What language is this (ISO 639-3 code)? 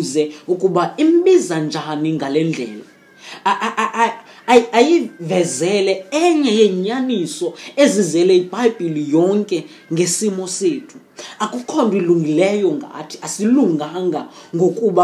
xho